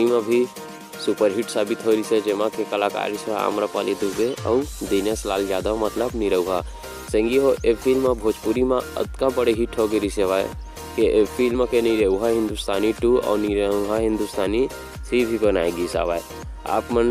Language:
Chhattisgarhi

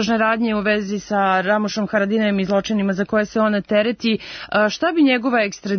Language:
Serbian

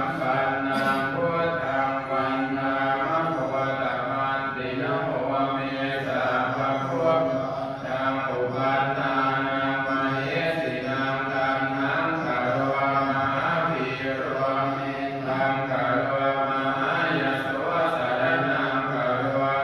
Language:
Pali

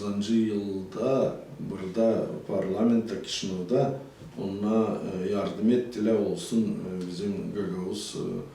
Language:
Gagauz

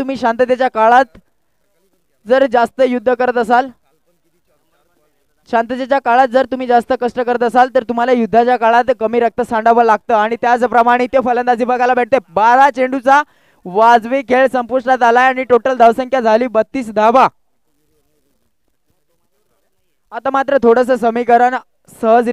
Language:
Marathi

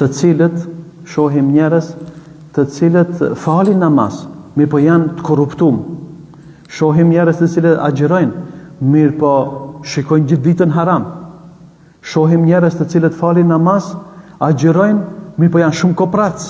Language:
Albanian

